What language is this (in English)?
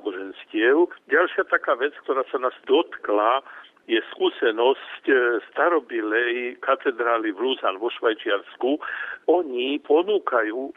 Slovak